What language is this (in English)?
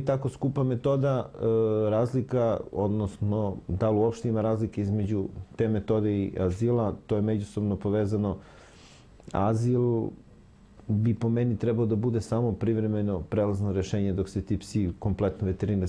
Serbian